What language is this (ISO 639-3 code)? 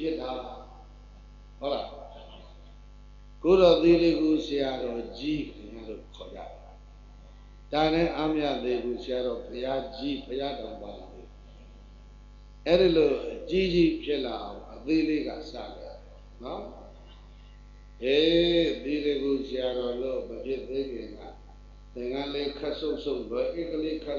mya